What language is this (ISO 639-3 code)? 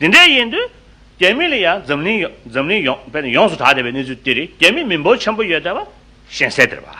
bod